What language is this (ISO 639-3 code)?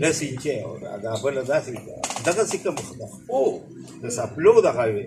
pus